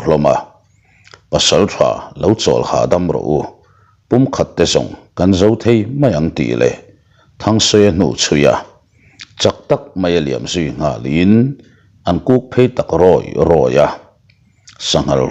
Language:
Mizo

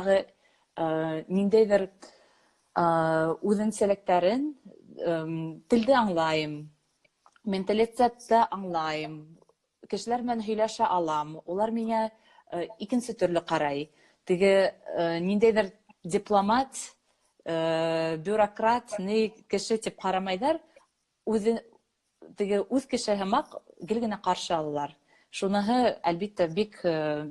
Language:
Bashkir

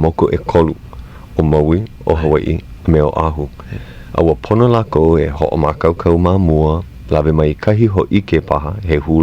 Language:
Hawaiian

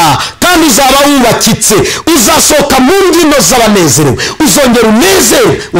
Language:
Kinyarwanda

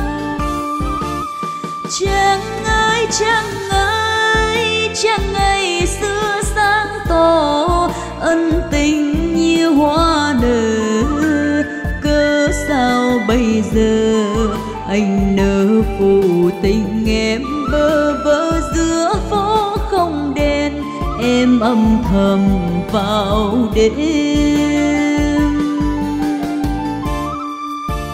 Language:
Vietnamese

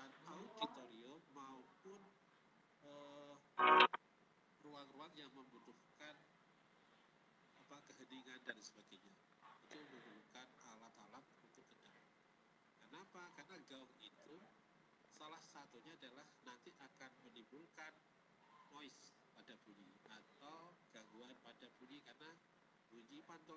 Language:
Indonesian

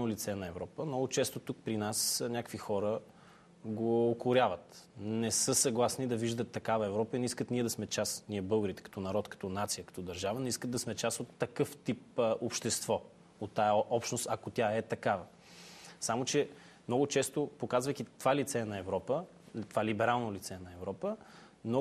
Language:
Bulgarian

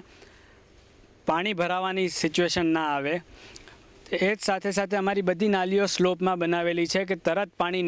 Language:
Gujarati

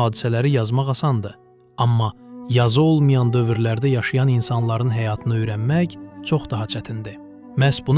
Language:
Azerbaijani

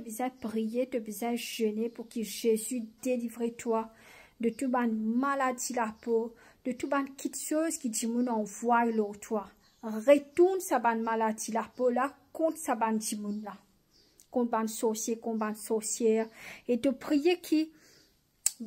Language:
Morisyen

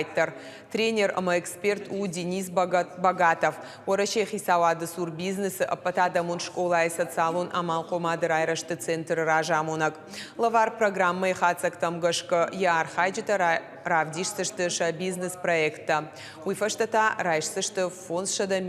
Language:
Ossetic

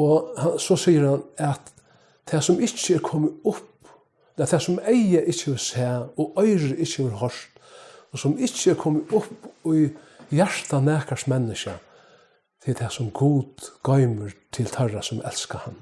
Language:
Faroese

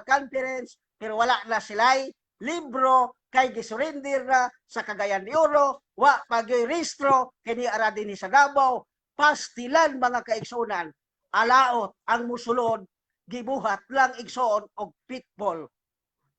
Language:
Cebuano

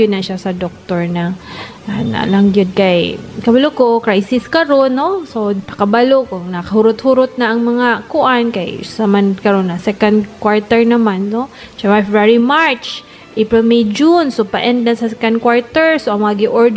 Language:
Cebuano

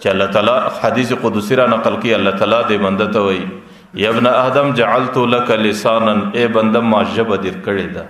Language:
Pashto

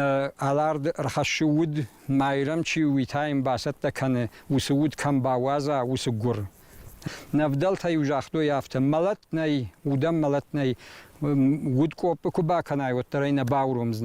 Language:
Ossetic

